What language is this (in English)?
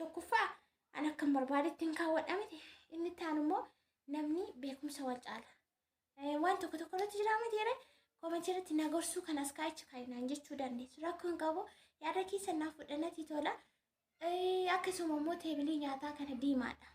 Oromo